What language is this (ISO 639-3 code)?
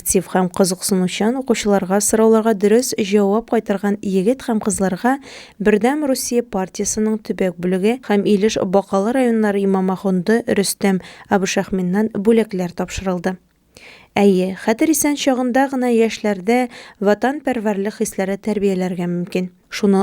tat